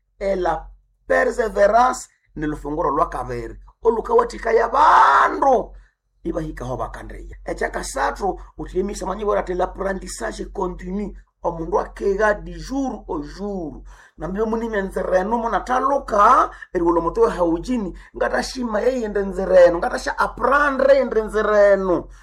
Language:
Nande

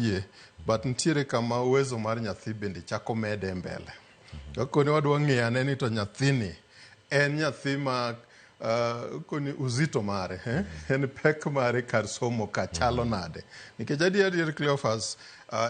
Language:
Luo (Kenya and Tanzania)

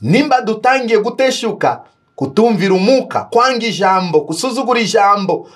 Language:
Kinyarwanda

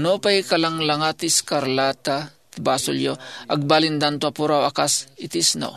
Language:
Iloko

